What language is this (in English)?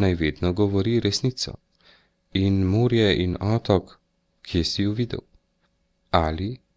Slovenian